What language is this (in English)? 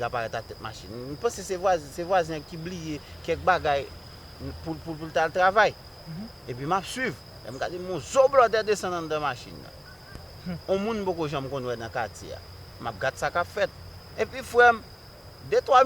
Haitian Creole